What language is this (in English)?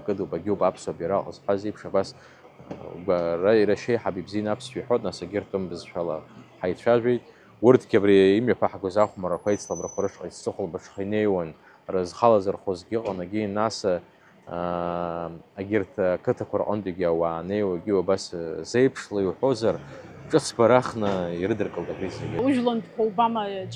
Abkhazian